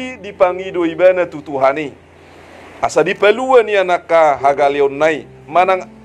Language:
Batak Toba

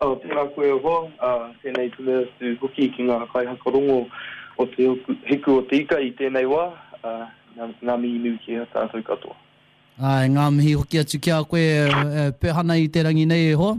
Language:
Māori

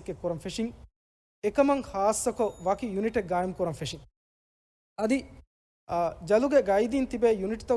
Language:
Divehi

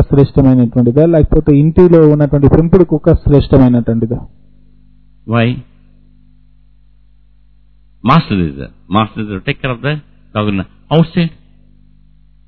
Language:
Telugu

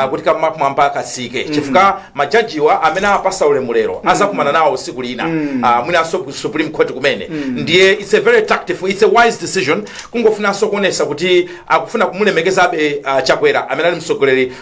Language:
Nyanja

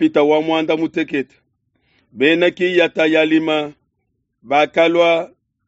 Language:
Luba-Lulua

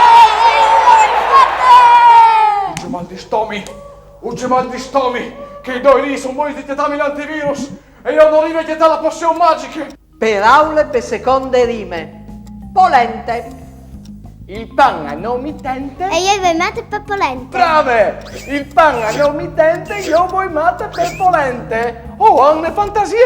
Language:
Friulian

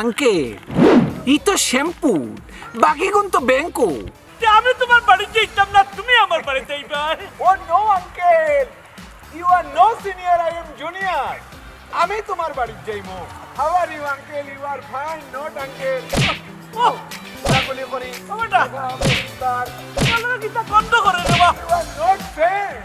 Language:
Sylheti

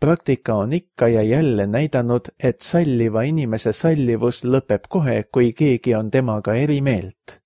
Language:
Estonian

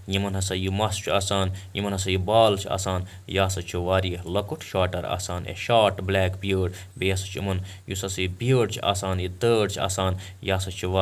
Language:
Kashmiri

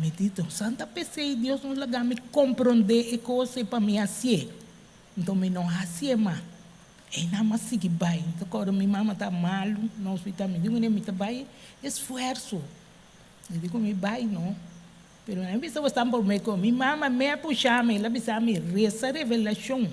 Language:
Papiamento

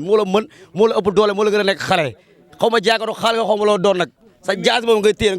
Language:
Wolof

